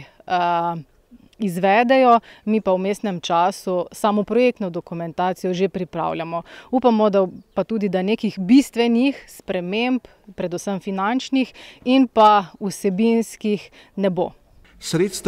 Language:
Slovenian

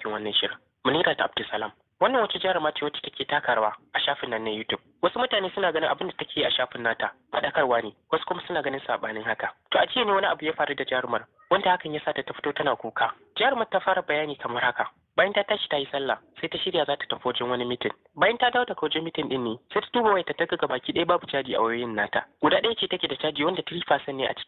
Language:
Hausa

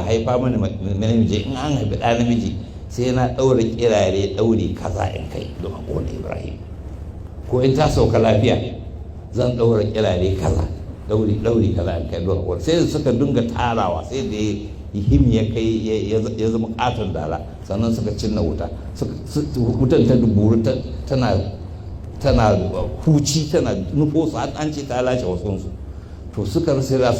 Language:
Hausa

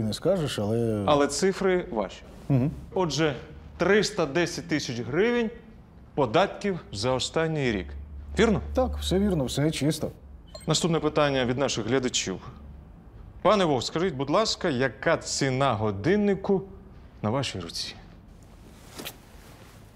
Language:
Ukrainian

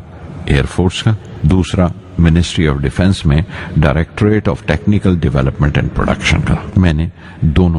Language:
Urdu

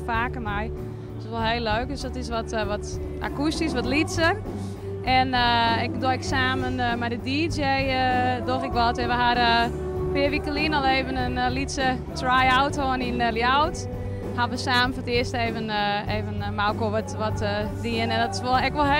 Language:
Western Frisian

